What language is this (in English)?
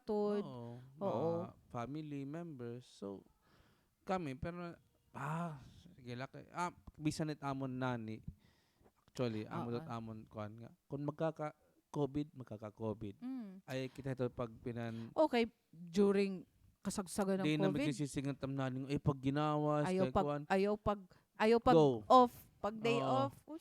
Waray